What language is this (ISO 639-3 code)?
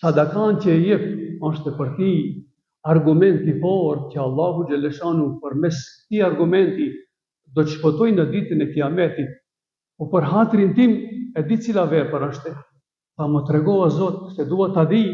sqi